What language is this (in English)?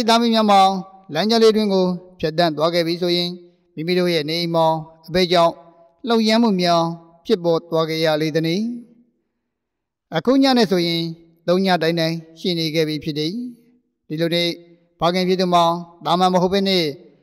Burmese